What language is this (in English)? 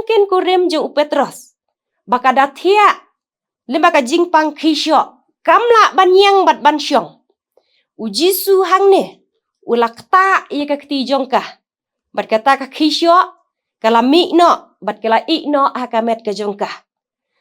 Khasi